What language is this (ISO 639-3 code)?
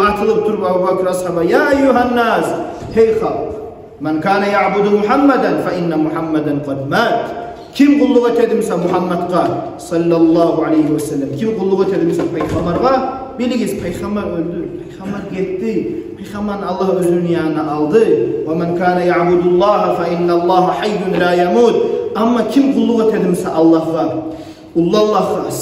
kum